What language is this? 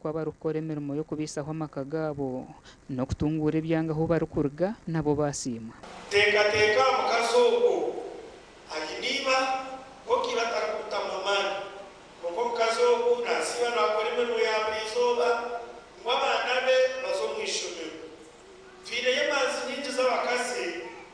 Nyankole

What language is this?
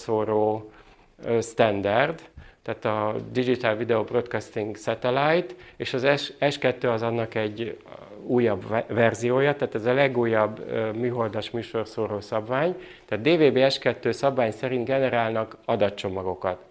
Hungarian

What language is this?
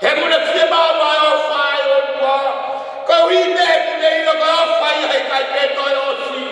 Tongan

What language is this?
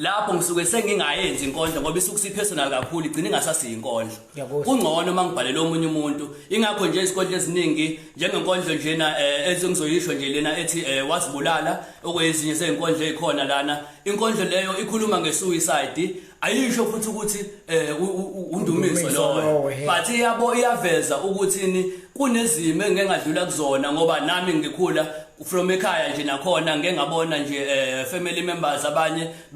Zulu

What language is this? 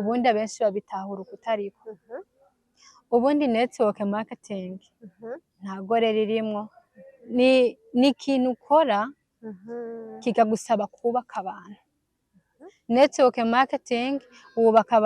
Rundi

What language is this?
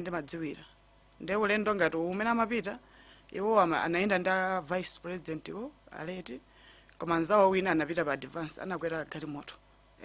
Nyanja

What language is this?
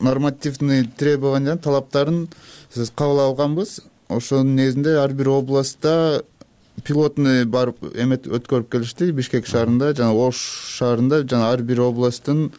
Kyrgyz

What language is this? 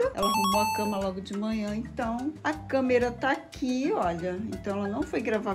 Portuguese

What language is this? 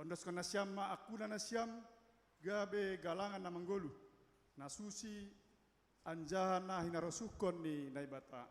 Batak Simalungun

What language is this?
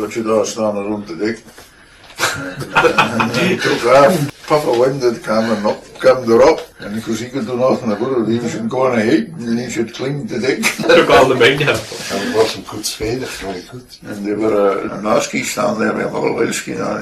Scots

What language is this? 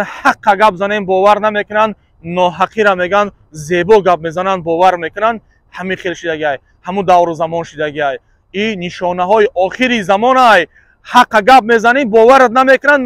Tajik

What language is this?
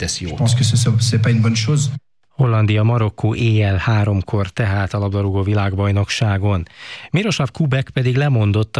Hungarian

